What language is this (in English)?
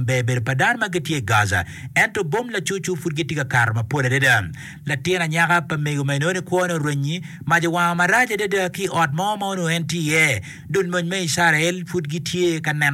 Acoli